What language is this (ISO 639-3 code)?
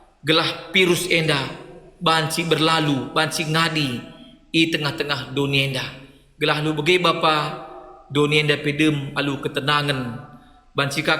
btx